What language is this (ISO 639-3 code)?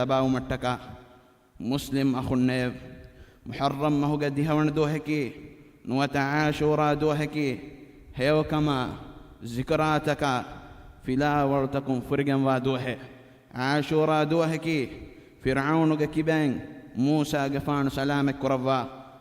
div